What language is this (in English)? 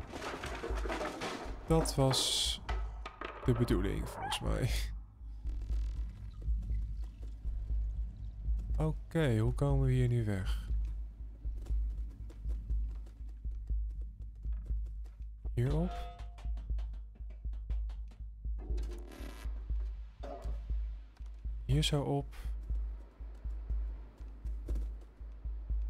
Dutch